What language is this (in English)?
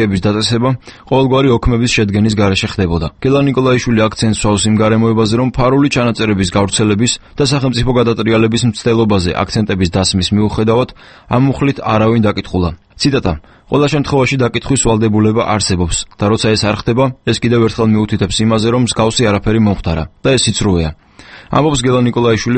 Georgian